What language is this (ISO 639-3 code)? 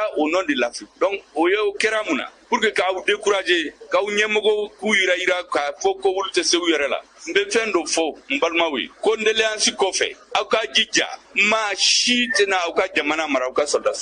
bam